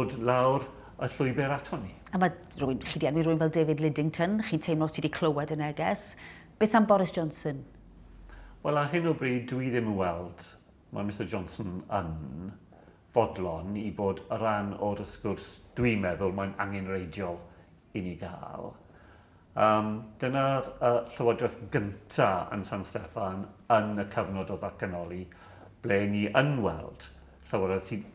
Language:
Welsh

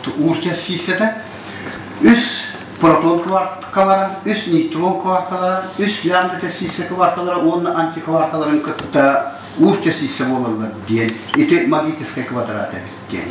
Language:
Yakut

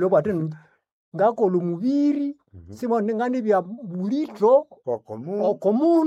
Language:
Nande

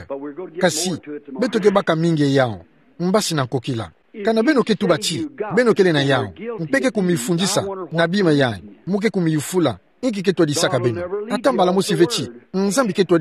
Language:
Kituba (Democratic Republic of Congo)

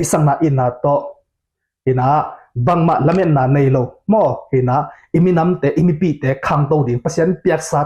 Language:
Tedim Chin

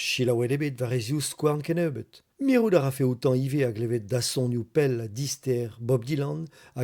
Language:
Breton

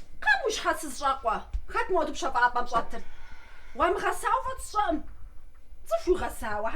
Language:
Kabardian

